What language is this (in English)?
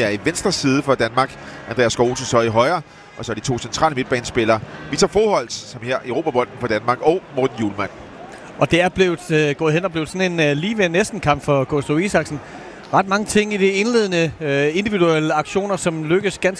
Danish